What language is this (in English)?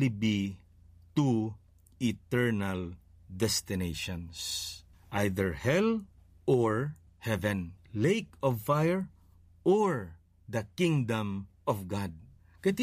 Hiligaynon